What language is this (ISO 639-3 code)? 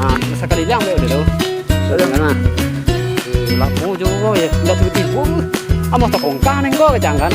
min